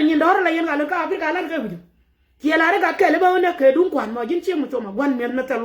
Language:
Nuer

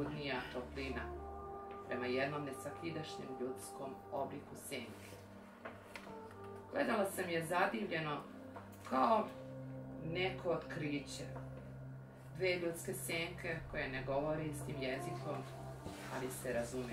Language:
Serbian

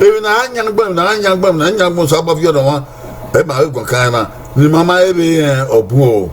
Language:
Bini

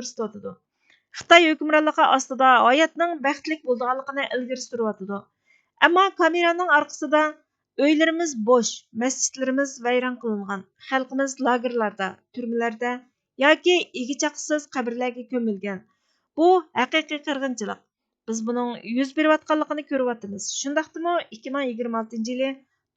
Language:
Uyghur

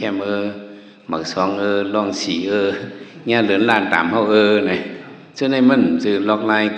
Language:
Shan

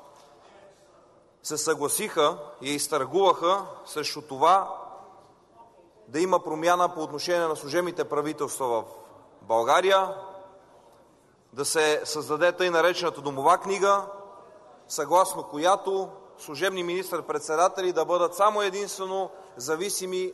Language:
Bulgarian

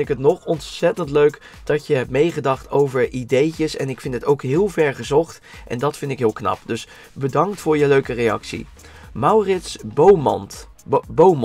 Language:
Dutch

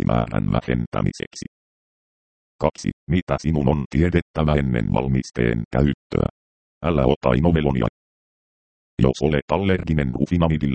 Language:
Finnish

